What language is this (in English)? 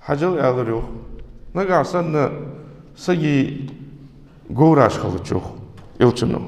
Ingush